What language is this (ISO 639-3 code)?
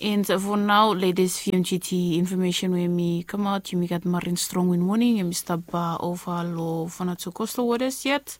bis